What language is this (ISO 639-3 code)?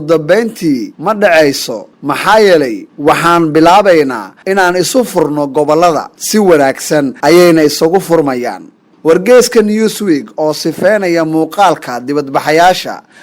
som